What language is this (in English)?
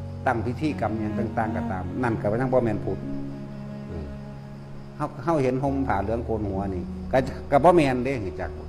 Northeastern Thai